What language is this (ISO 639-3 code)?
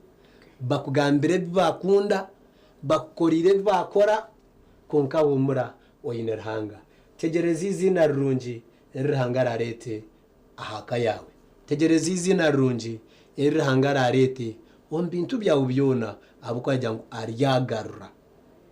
nyn